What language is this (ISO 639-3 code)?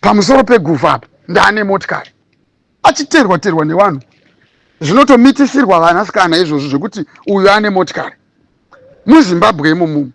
sna